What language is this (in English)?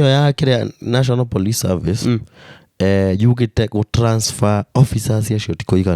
Kikuyu